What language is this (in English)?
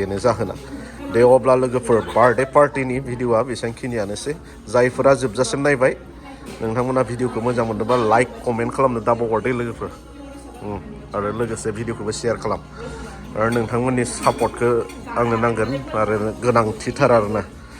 Bodo